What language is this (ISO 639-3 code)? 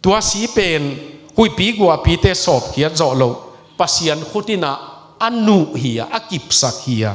ctd